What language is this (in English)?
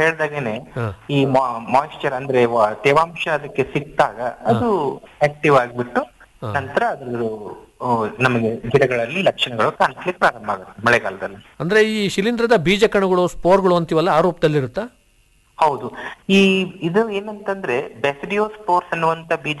Kannada